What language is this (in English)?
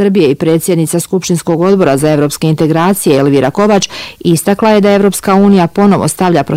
Bosnian